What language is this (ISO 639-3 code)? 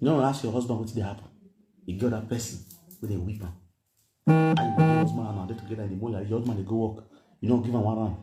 pcm